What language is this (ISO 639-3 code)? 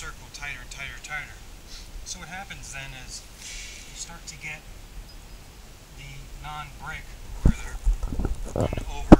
eng